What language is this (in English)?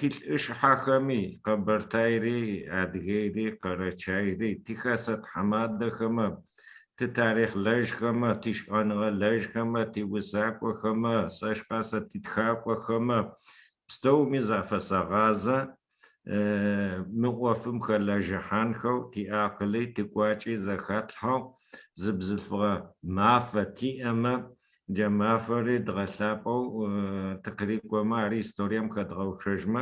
Adyghe